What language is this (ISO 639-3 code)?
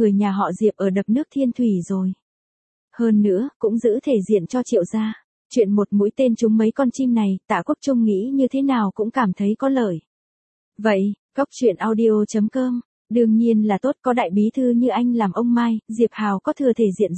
vie